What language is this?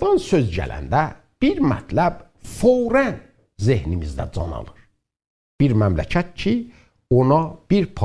South Azerbaijani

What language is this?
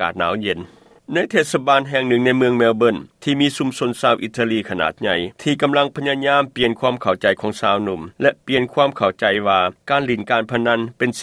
Lao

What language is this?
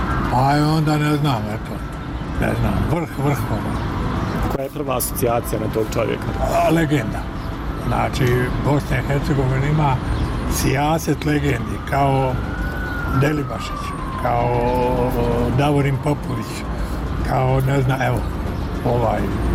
Bosnian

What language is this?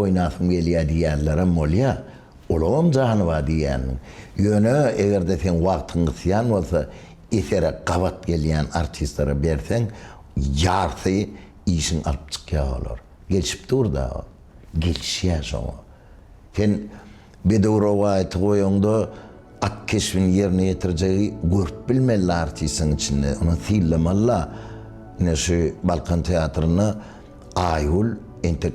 Turkmen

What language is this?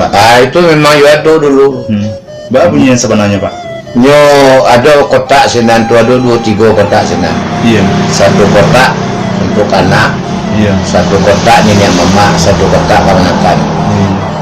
Minangkabau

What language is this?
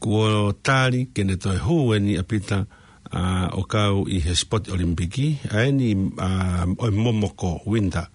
Tongan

